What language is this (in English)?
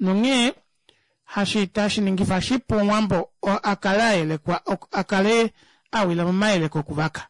Kuanyama